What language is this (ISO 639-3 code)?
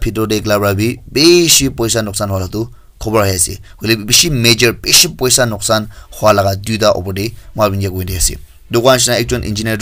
nag